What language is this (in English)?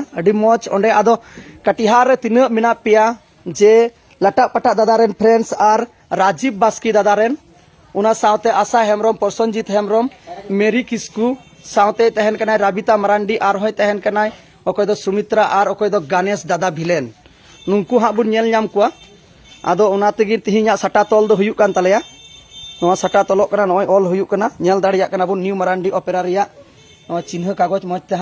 Santali